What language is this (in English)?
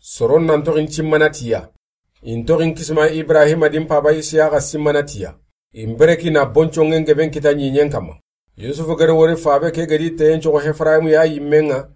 Soninke